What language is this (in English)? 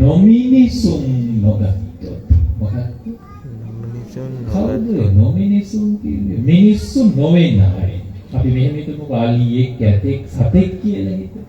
Sinhala